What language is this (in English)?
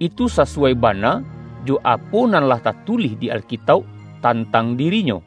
Minangkabau